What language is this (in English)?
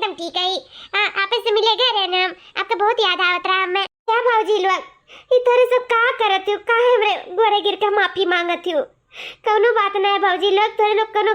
Awadhi